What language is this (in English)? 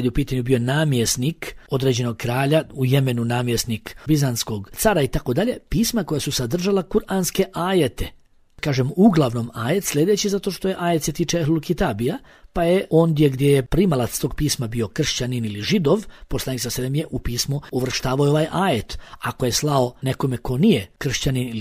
Bosnian